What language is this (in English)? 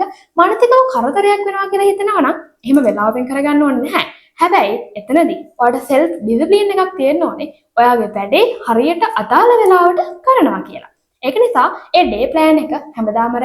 Sinhala